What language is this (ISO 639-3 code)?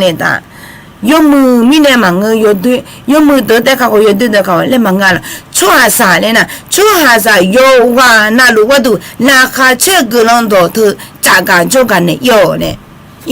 ahk